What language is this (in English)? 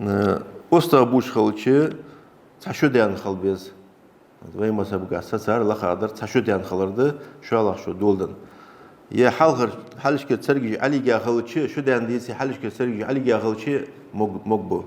Ingush